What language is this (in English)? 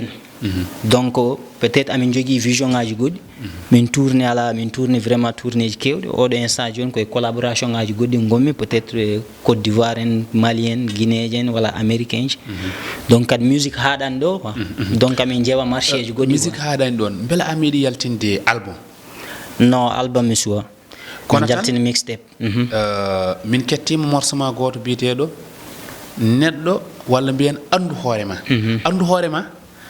Fula